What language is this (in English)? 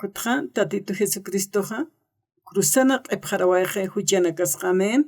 Aymara